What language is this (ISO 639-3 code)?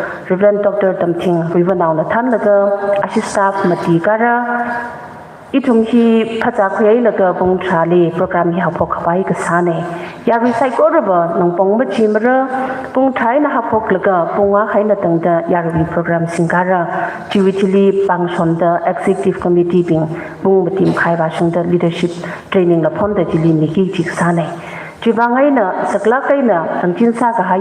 nmf